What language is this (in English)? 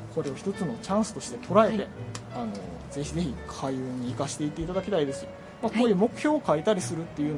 Japanese